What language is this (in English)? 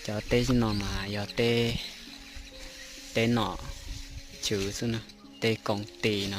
Hmong